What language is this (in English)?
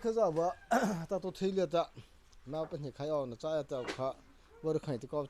Mara Chin